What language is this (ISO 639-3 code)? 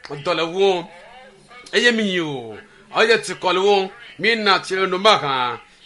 ewe